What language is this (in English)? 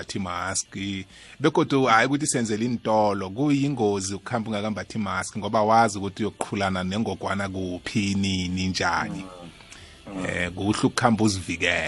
South Ndebele